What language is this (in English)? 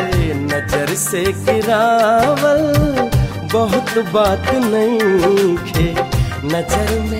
Bhojpuri